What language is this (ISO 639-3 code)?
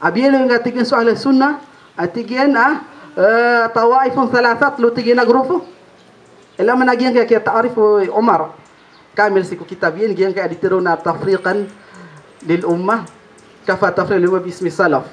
mrw